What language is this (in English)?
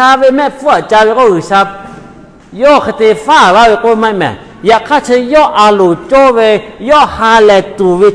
Lahu